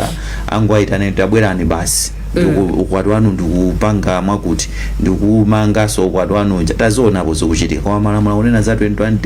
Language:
Nyanja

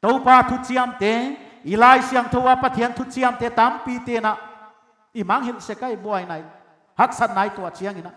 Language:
Paite Chin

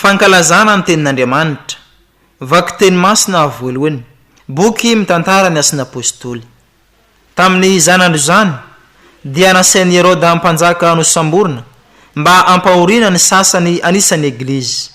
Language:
Malagasy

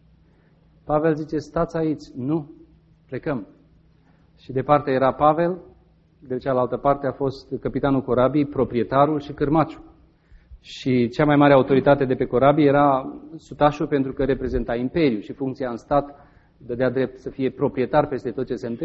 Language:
Romanian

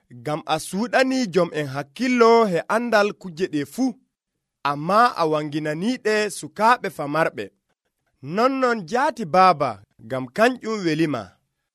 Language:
Nigerian Fulfulde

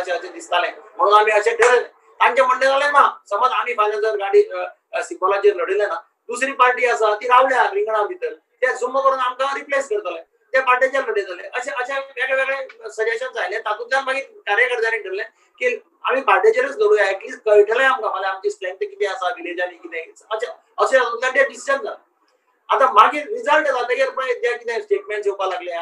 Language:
Konkani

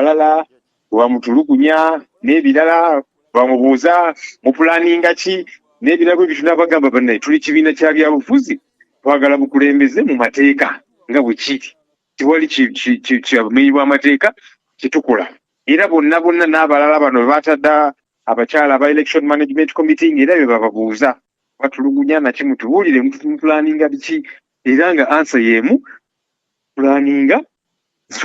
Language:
Ganda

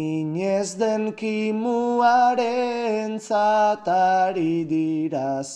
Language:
Basque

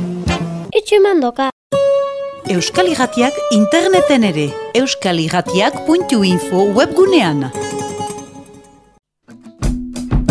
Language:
Basque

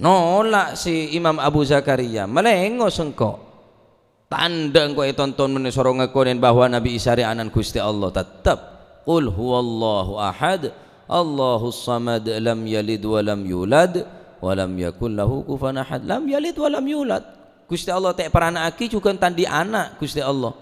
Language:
Madurese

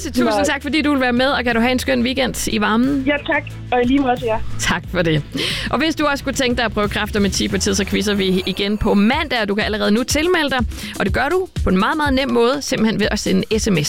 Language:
Danish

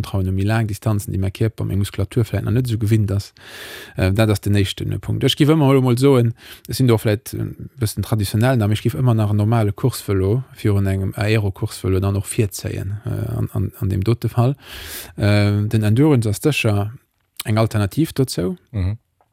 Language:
Luxembourgish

